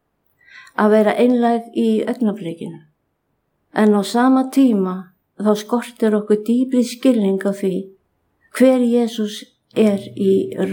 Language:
Icelandic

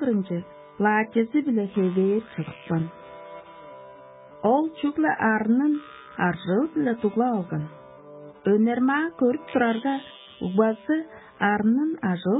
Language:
Tuvinian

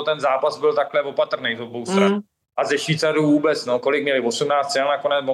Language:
Czech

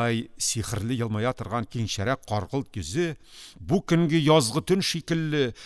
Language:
Tatar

